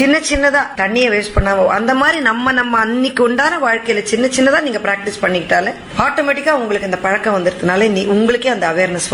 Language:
Tamil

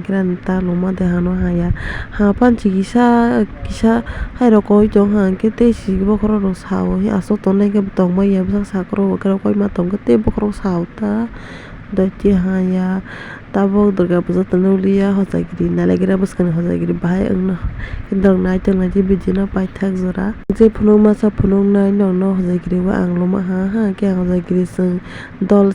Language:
Kok Borok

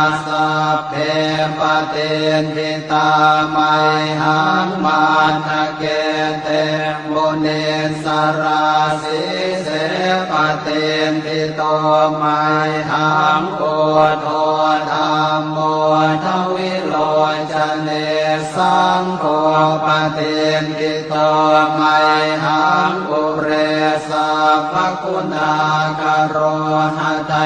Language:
Pali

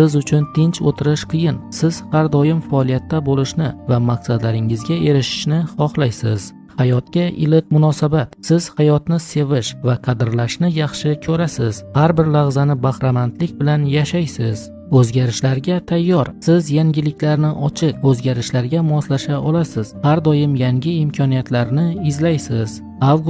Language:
Uzbek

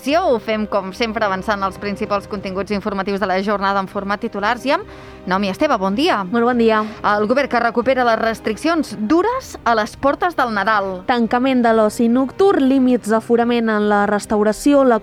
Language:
Catalan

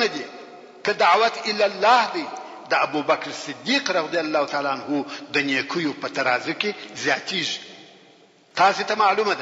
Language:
Pashto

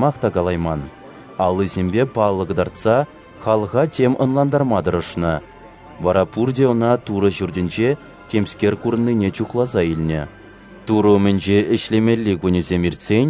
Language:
Chuvash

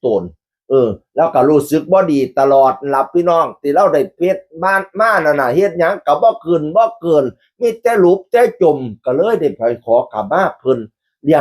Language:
Northeastern Thai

